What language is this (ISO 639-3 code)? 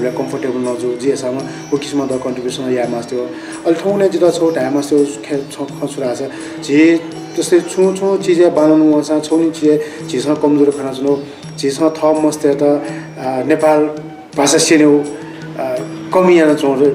new